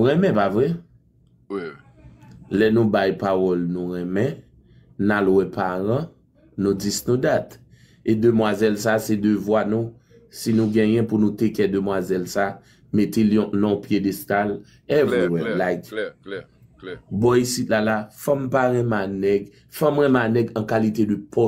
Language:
Haitian Creole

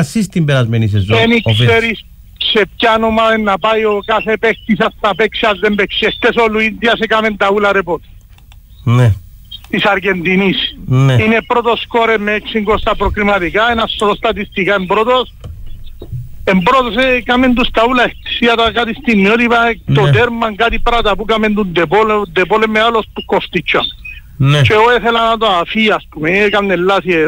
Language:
Greek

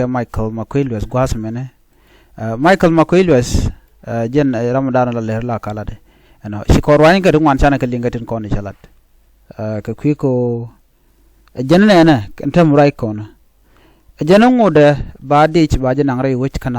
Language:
Nuer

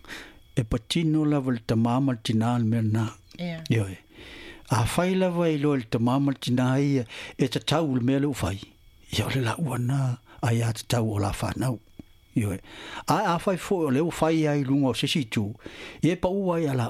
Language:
Samoan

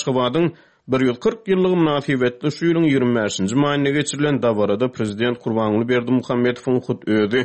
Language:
Turkmen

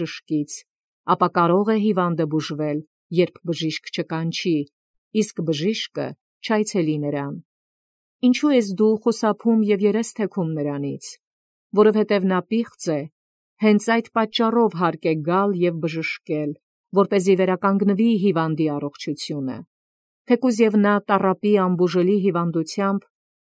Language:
Armenian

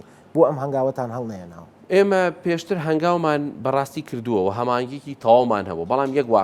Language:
Central Kurdish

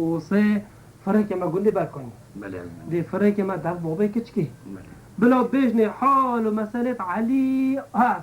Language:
Kurdish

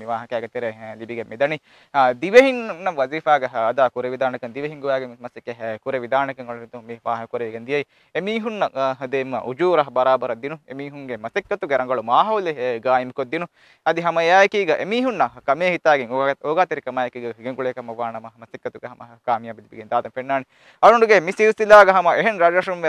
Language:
Divehi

